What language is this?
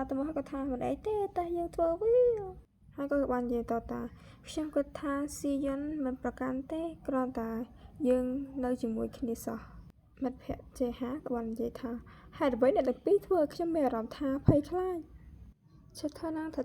Khmer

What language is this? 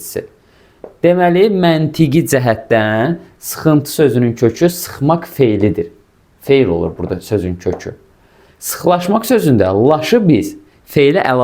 Azerbaijani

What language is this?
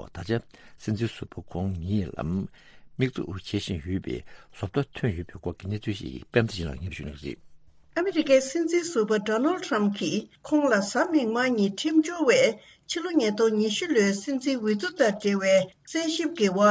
Tibetan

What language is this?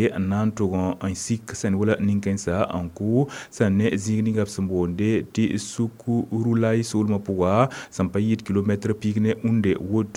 Mossi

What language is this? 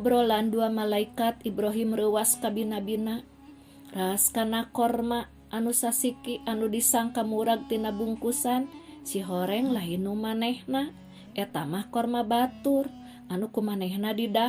Sundanese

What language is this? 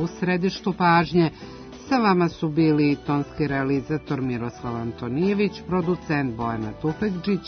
Serbian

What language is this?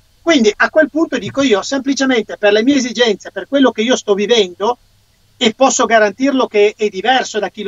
Italian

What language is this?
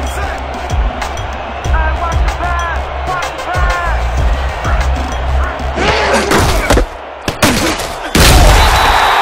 English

